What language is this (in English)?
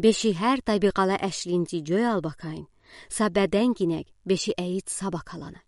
Udi